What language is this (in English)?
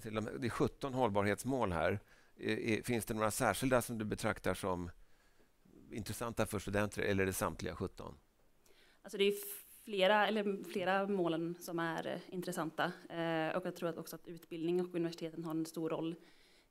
Swedish